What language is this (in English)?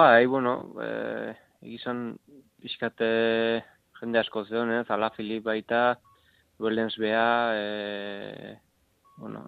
Basque